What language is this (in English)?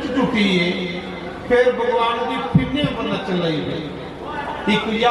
Dogri